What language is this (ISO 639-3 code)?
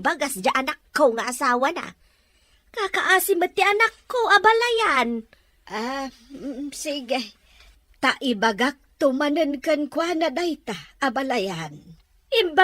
ilo